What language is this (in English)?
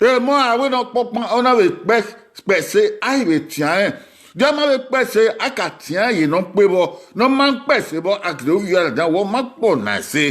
Bini